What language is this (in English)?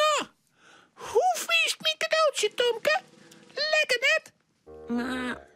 Western Frisian